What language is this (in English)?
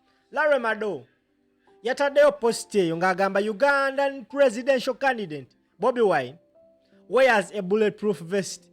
Ganda